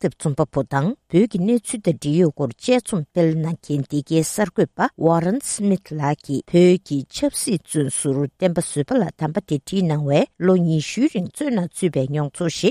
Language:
Tibetan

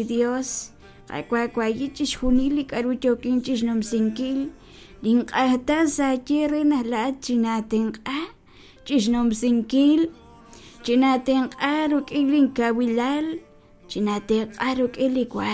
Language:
Kekchí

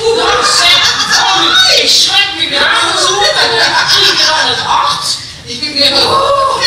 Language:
Limburgish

